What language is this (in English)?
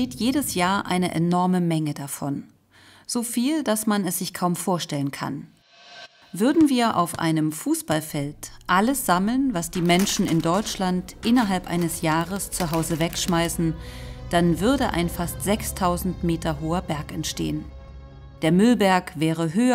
German